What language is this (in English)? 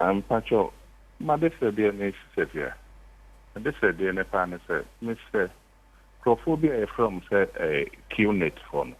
Akan